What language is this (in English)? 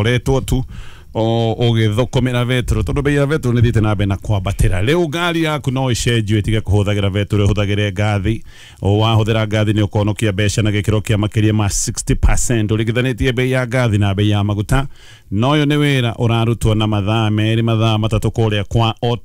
Kikuyu